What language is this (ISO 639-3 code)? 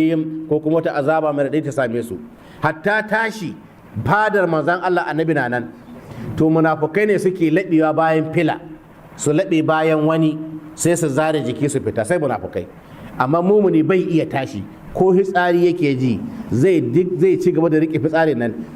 hau